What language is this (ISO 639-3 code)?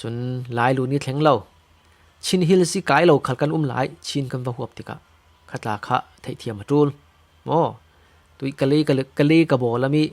cfm